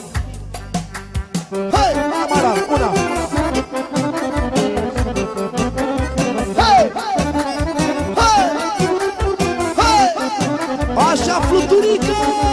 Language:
Romanian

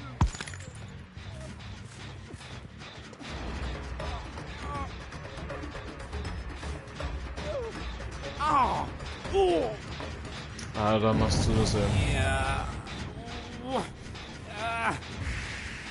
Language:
German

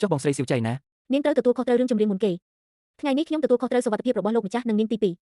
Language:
Khmer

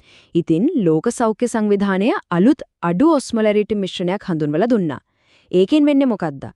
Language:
Sinhala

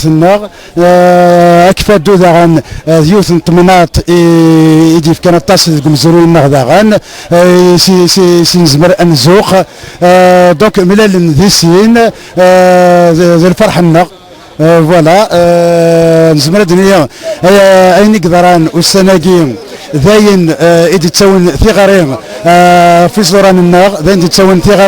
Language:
Kabyle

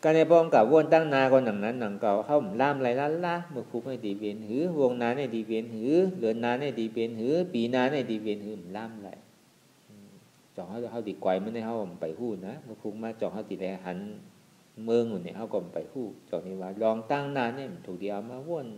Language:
Shan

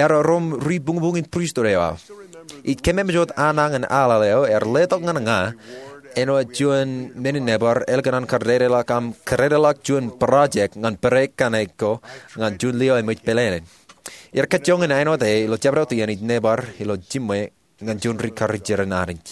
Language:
Marshallese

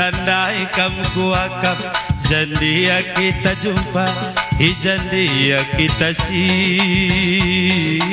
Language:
Batak Karo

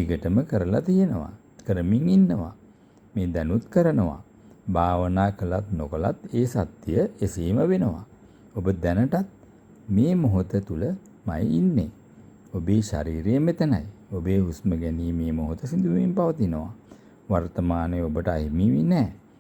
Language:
Sinhala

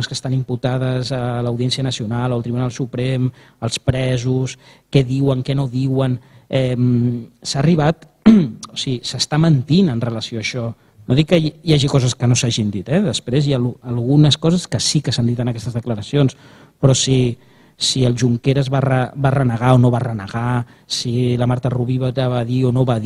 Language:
Catalan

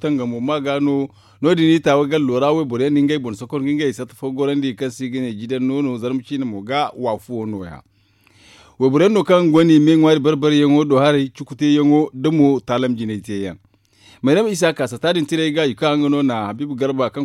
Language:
Zarma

